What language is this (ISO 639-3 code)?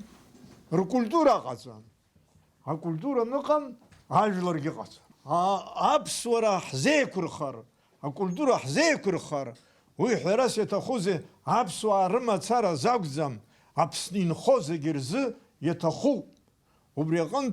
abk